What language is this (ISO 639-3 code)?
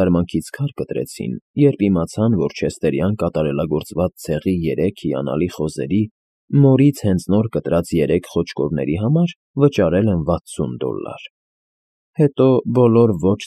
hye